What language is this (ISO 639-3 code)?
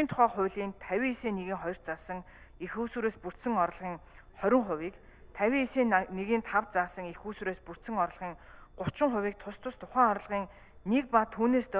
mon